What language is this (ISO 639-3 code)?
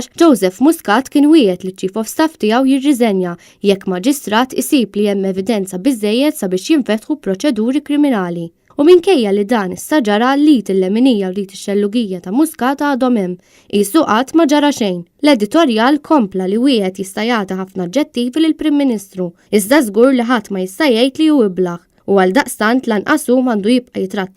mlt